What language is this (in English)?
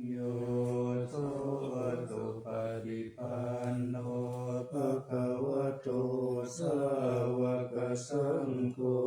Pali